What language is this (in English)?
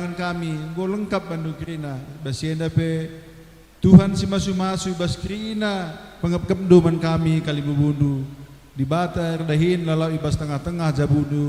Batak Karo